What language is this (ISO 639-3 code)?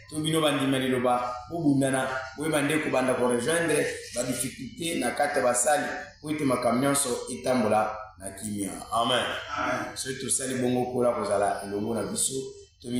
lin